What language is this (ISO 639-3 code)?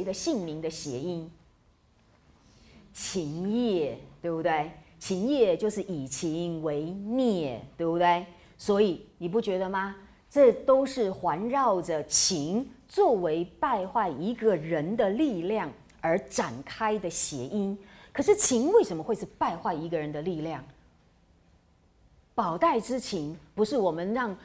zho